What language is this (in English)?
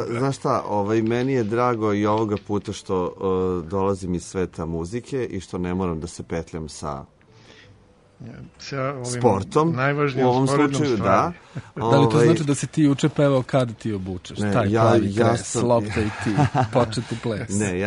Serbian